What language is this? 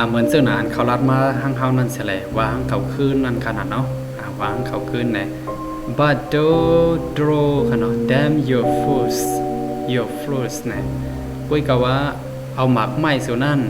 Shan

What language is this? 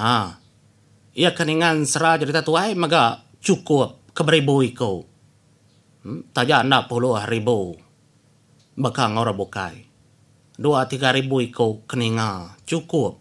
Iban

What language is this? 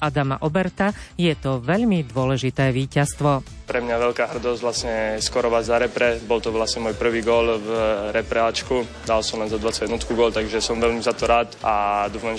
Slovak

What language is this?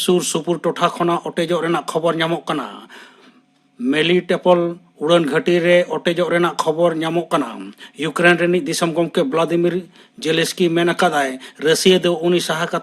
Santali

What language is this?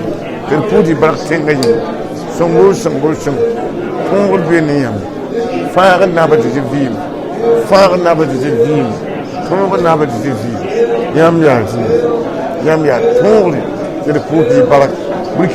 Mossi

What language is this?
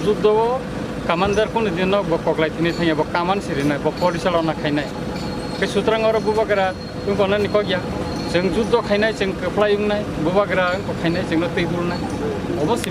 Kok Borok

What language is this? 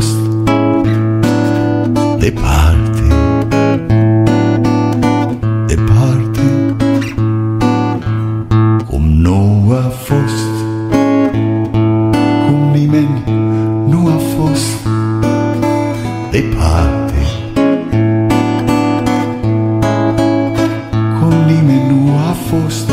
Romanian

